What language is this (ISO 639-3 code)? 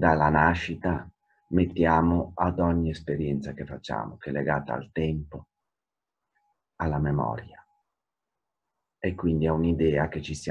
ita